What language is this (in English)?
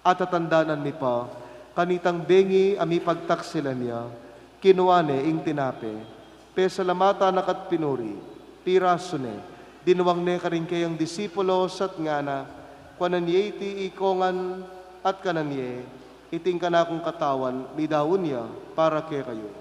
Pampanga